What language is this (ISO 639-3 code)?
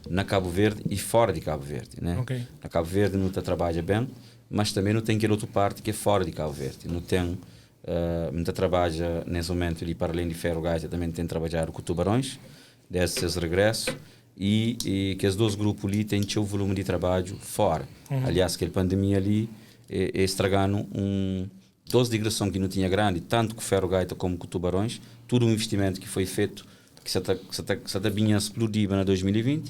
kea